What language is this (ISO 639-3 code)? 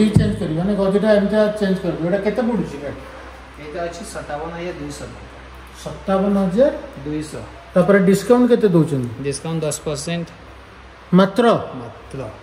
ori